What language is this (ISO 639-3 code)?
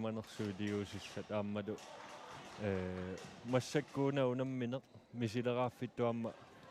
kal